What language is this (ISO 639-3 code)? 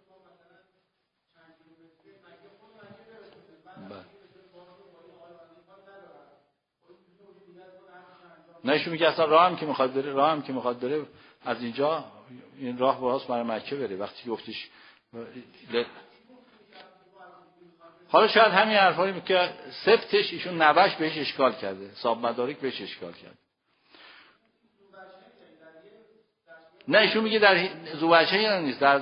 fas